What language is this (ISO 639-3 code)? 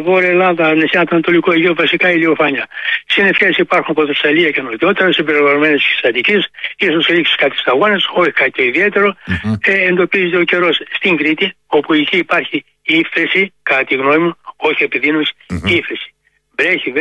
ell